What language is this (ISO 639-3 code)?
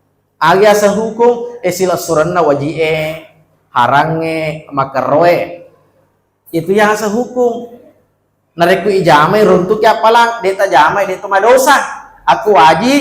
bug